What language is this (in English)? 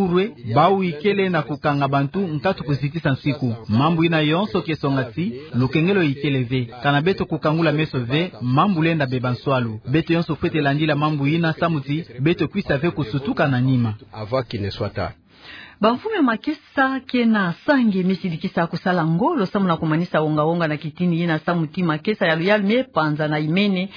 Kituba (Democratic Republic of Congo)